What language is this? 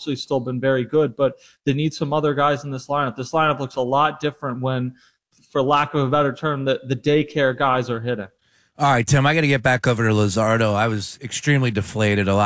English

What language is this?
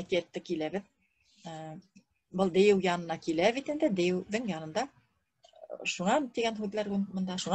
Bashkir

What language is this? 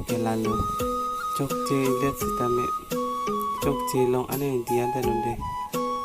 Karbi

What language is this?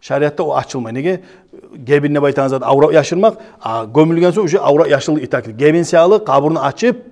Kumyk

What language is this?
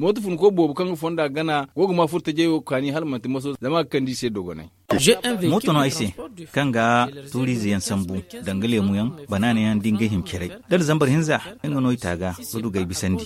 Zarma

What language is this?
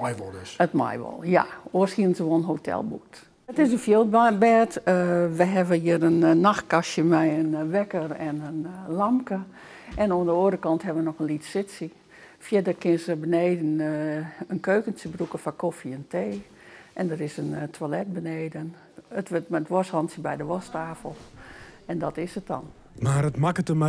Western Frisian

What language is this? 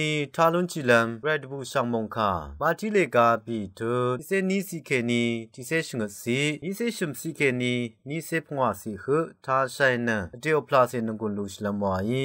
Rawang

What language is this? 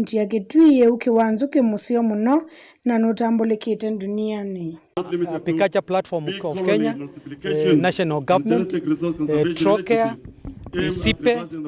Kamba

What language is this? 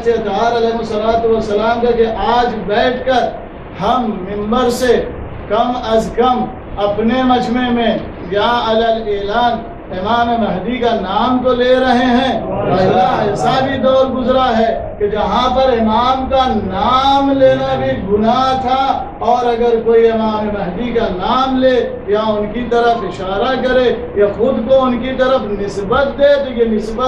Urdu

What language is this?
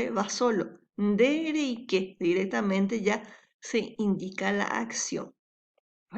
Guarani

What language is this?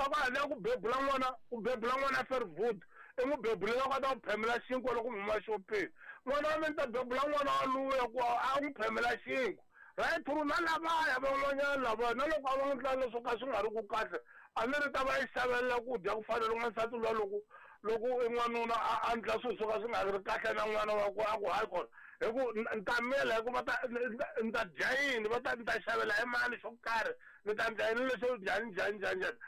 Tsonga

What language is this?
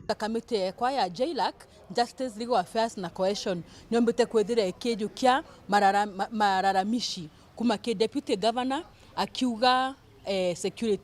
Meru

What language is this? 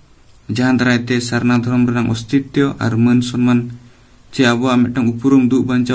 Santali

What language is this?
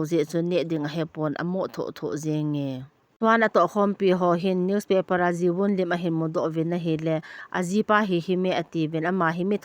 Thado Chin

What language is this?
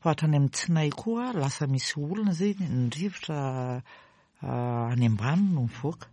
Malagasy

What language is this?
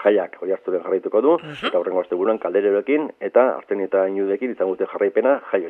Basque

